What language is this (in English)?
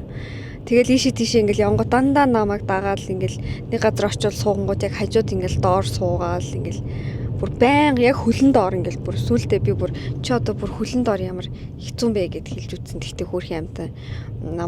Mongolian